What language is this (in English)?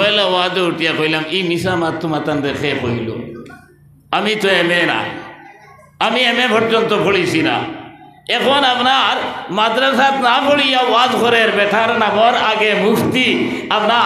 Sylheti